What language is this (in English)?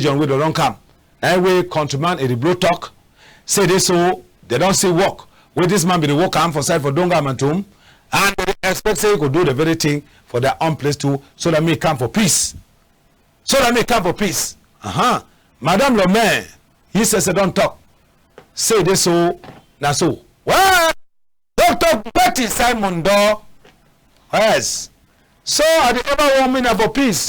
Cameroon Pidgin